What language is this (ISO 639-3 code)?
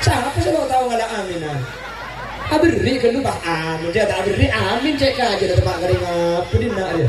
mad